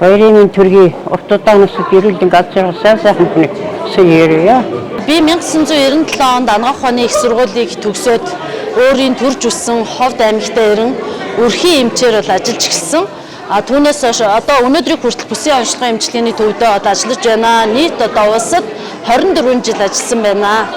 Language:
Mongolian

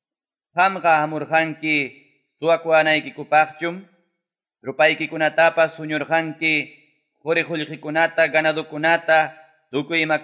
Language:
Quechua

